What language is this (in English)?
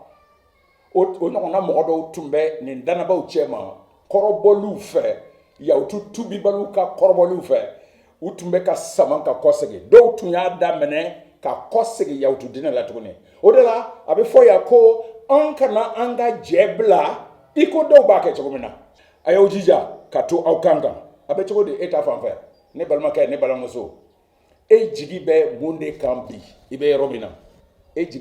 Bambara